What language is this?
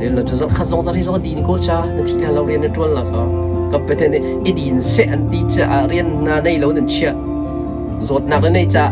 Hakha Chin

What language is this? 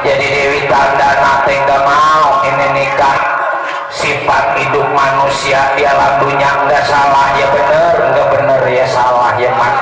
Betawi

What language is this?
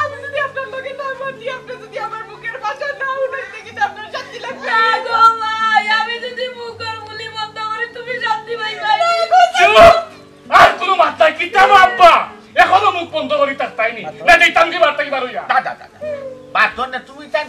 Sylheti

